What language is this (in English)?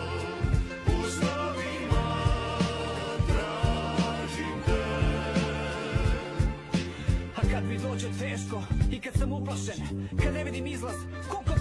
Croatian